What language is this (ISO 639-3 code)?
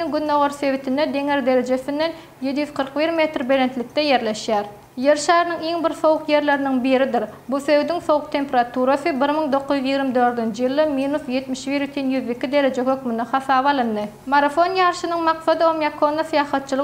tuk